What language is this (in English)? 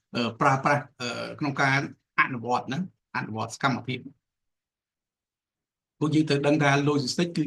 Khmer